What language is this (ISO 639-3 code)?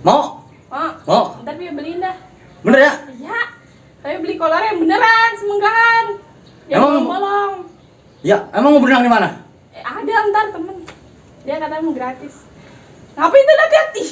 bew